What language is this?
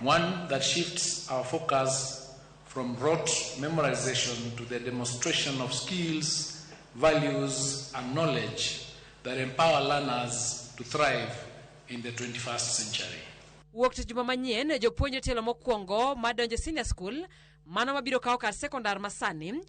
Luo (Kenya and Tanzania)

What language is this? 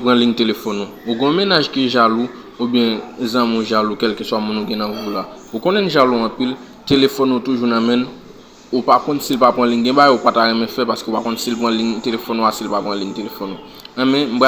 Haitian Creole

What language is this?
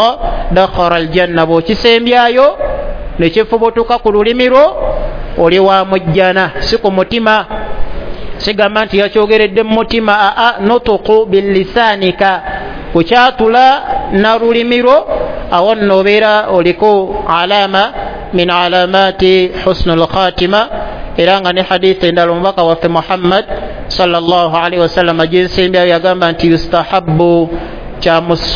Ganda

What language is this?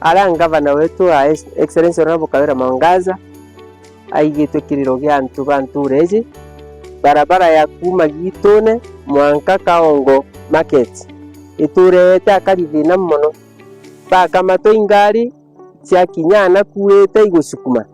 Meru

